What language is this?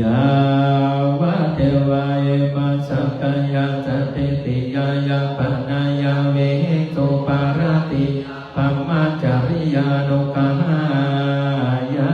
Pali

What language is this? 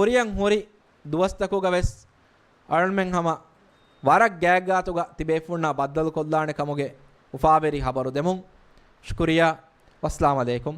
Divehi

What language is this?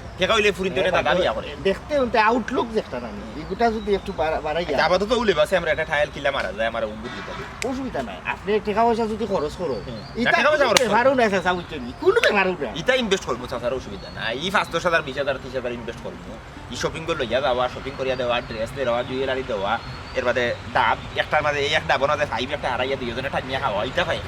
Sylheti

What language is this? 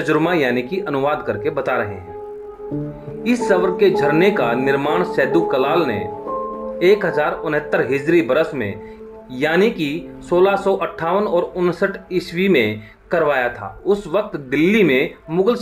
Hindi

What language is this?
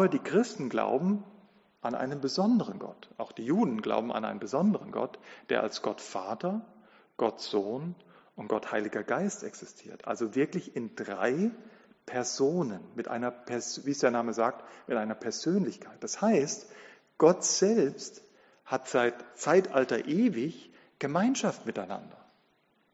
German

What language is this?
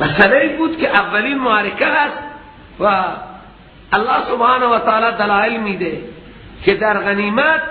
Persian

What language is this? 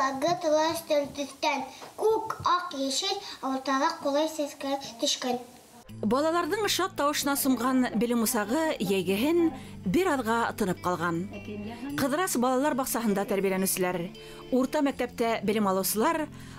Bashkir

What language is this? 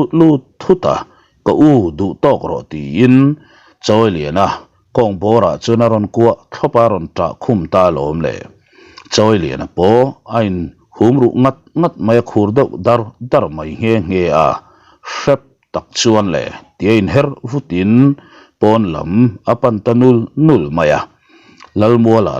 Mizo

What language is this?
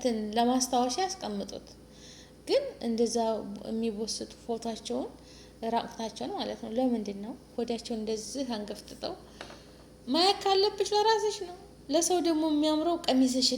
Amharic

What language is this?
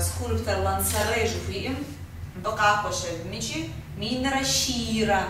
Kabardian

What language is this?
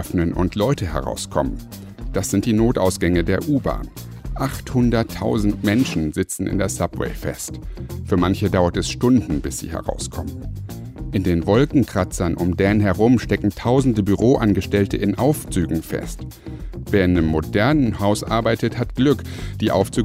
German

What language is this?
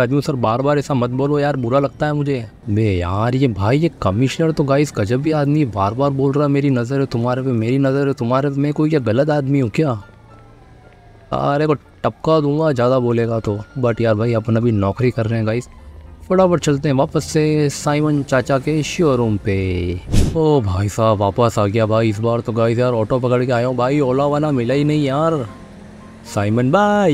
Hindi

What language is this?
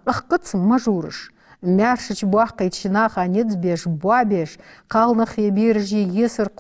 Ingush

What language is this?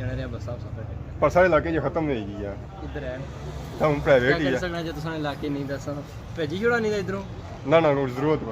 Pahari-Potwari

